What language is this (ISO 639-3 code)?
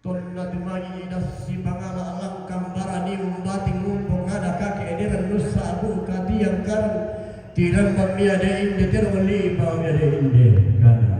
sda